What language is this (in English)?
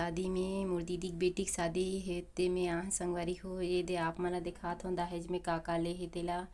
Chhattisgarhi